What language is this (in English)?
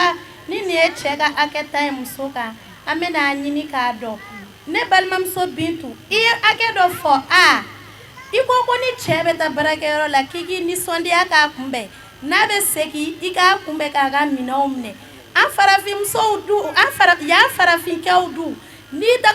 Bambara